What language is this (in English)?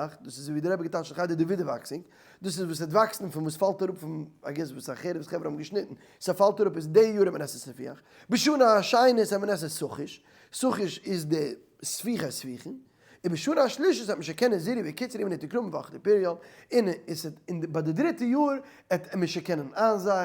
Yiddish